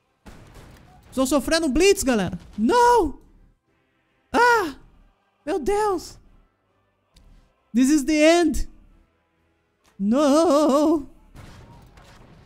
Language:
Portuguese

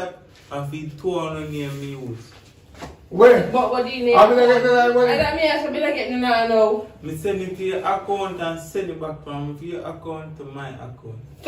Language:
Jamaican Creole English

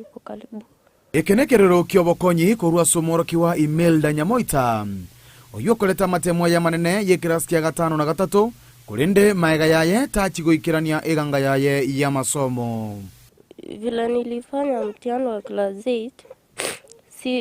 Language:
Gusii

